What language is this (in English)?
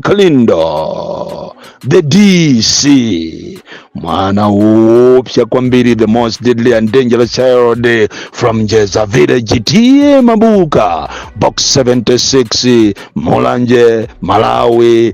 Nyanja